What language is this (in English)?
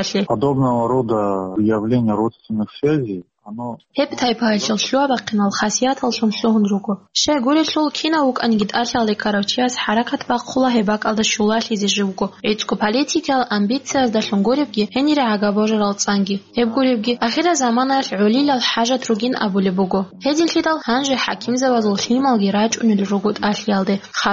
Avaric